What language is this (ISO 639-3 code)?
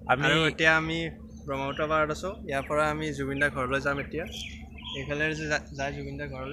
asm